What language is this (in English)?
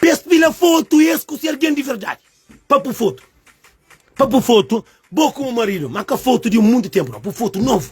Kabuverdianu